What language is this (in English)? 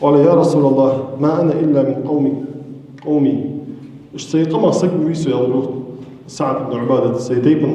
Ingush